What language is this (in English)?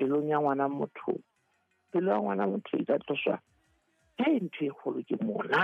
Southern Sotho